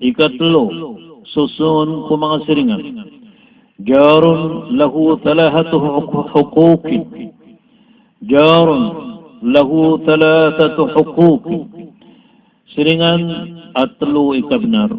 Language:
Maranao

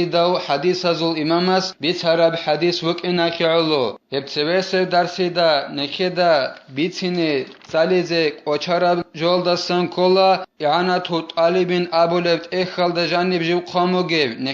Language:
Avaric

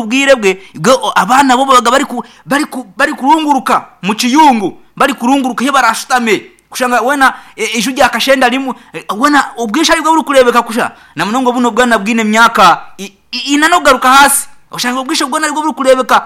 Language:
Nyankole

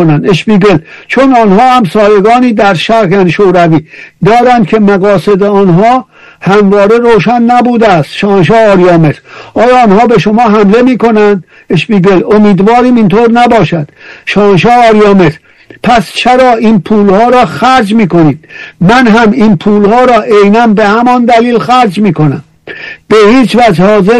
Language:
Persian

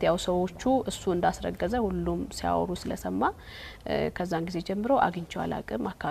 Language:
Amharic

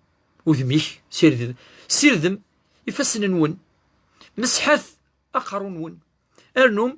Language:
Kabyle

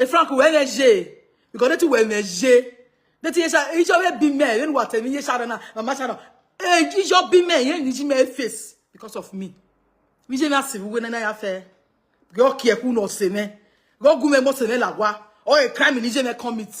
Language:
Nigerian Pidgin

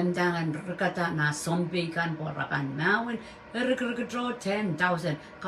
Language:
Pohnpeian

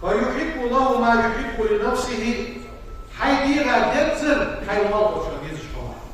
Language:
Ingush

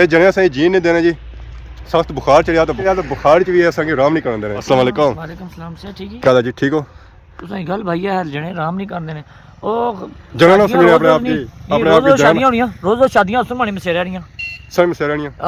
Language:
Pahari-Potwari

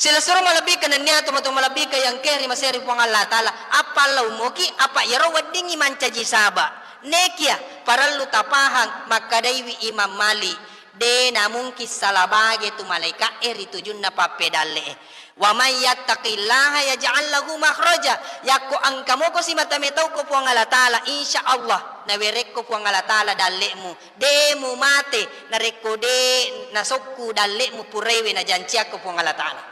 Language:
Buginese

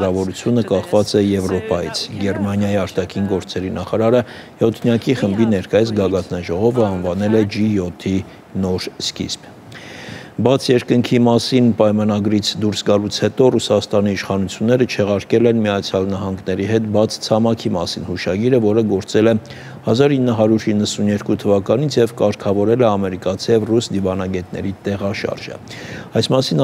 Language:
Armenian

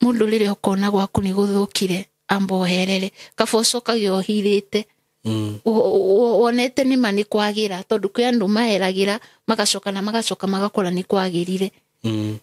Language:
Kikuyu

